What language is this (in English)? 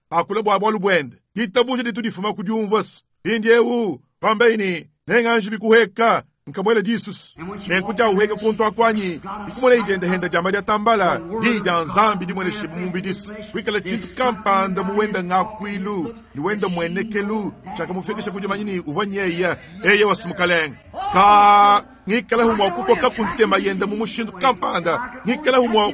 Luba-Lulua